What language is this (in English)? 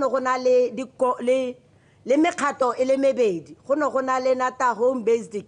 Tswana